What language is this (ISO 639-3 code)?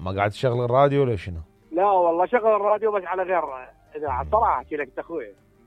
acm